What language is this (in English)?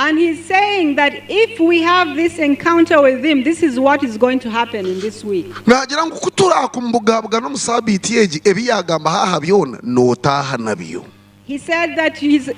Nyankole